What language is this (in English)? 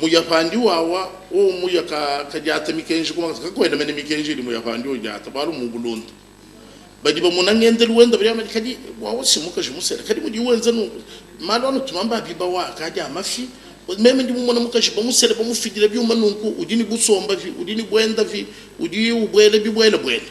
Luba-Lulua